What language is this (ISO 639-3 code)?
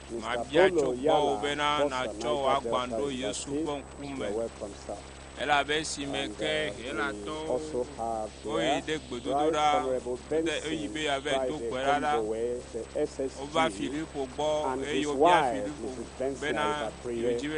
ewe